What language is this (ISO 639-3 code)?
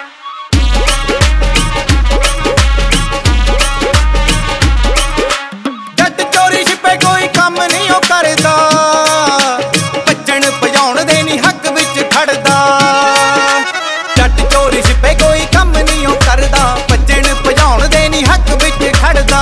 pan